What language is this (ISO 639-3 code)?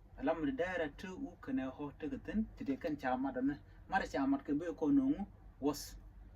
nus